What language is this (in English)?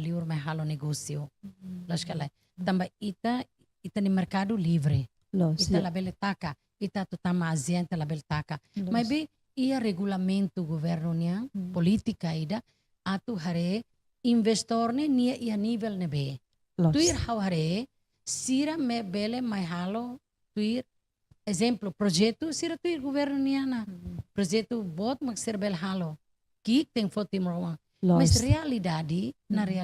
Tetum